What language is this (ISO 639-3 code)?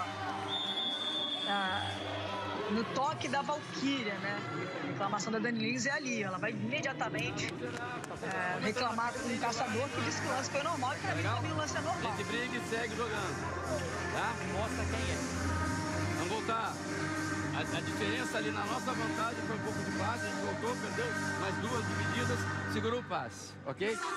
por